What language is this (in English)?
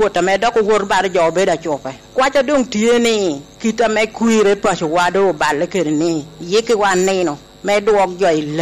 Lango (Uganda)